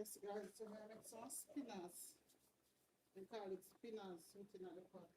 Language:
Jamaican Creole English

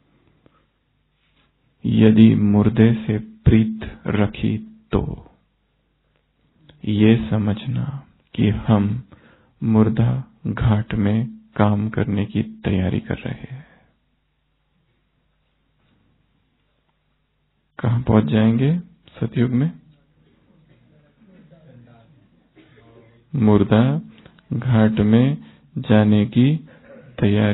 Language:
Hindi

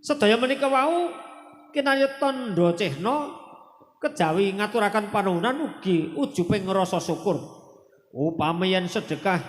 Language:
Javanese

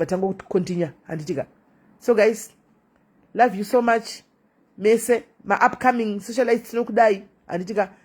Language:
Shona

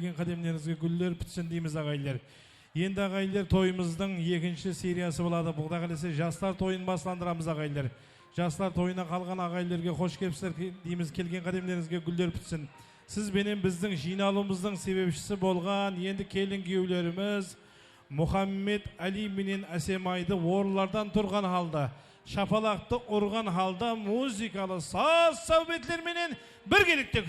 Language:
Kara-Kalpak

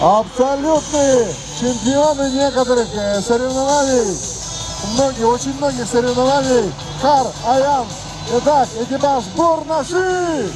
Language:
Yakut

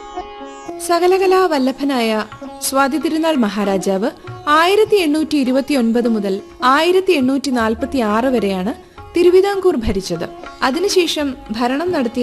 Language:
Malayalam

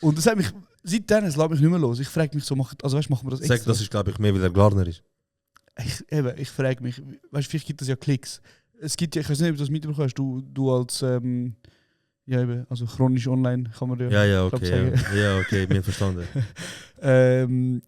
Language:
Swiss German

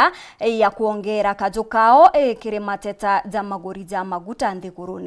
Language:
Meru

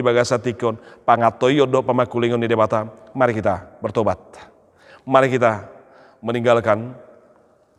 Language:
Batak Toba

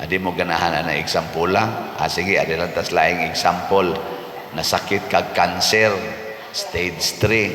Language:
Cebuano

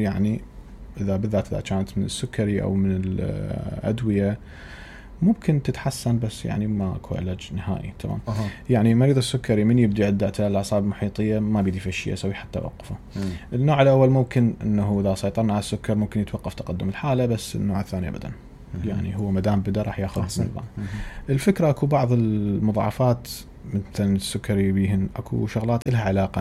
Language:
Mesopotamian Arabic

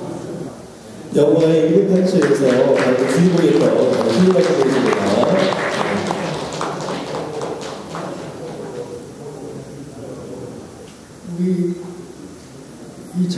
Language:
Korean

